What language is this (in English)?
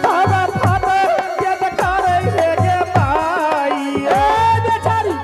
Angika